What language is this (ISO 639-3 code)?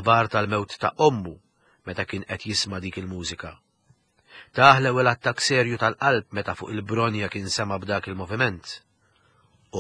mlt